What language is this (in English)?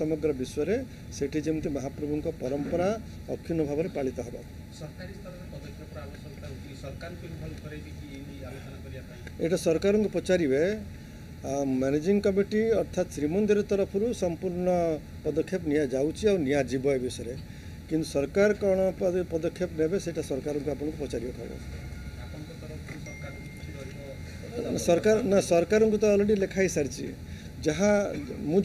Odia